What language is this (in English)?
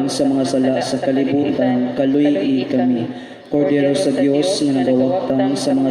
Cebuano